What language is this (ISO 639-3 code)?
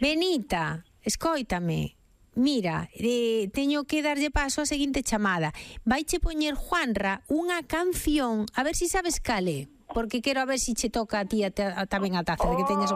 glg